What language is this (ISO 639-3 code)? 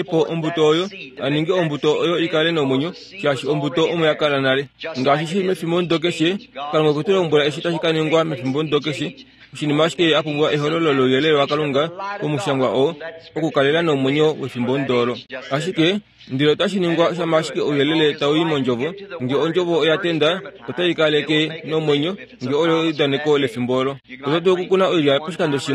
kua